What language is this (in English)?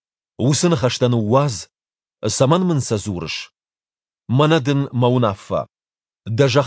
Ossetic